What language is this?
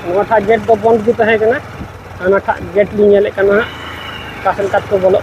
Santali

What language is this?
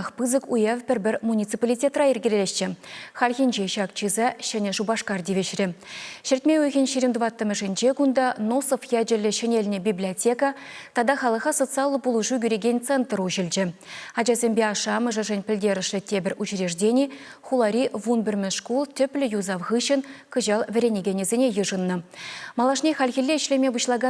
Chuvash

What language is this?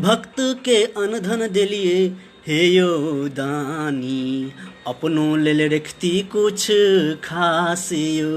Maithili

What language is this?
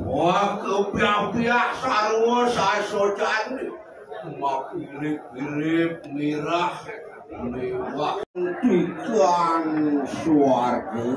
Balinese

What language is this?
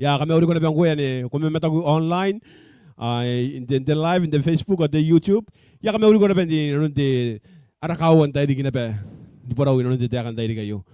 Gilbertese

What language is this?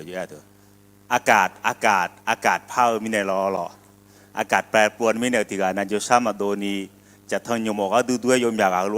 Akha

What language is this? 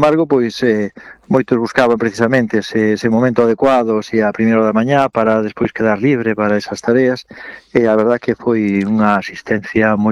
Galician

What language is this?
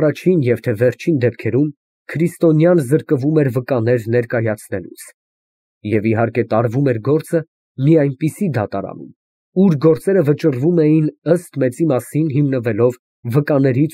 Armenian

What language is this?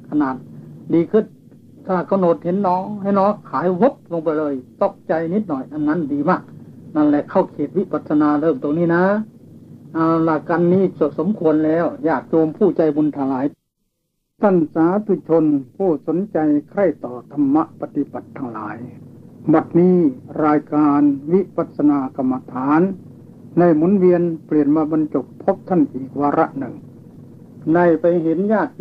Thai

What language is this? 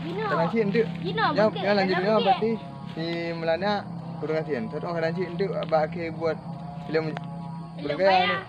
Achinese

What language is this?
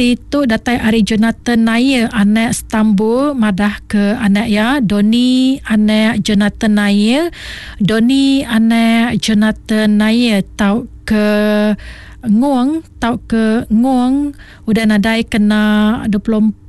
Iban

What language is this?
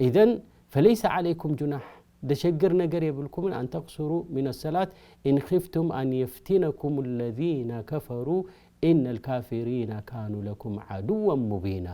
Tigrinya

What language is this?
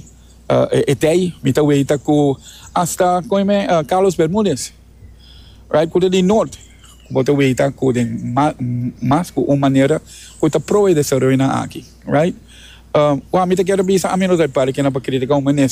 Papiamento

